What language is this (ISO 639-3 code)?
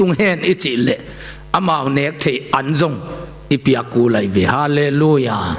ctd